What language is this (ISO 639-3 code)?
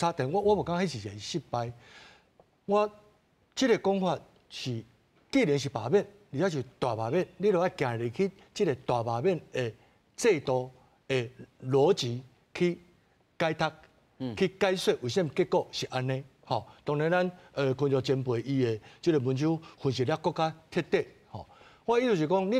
nan